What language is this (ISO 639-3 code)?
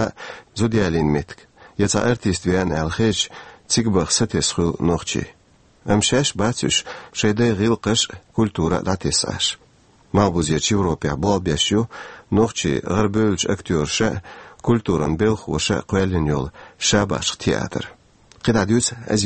che